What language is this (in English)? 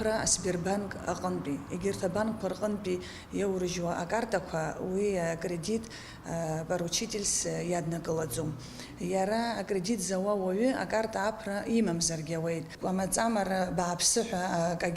Abkhazian